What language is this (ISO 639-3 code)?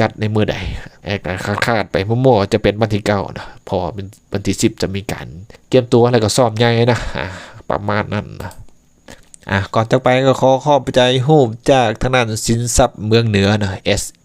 lao